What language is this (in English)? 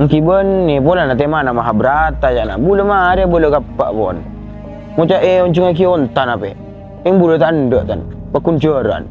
Madurese